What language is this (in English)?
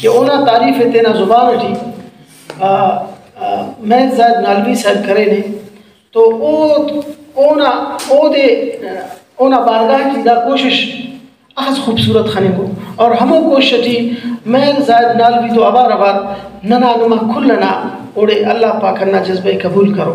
Brahui